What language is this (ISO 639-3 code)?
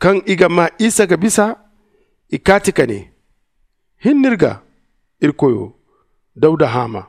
dje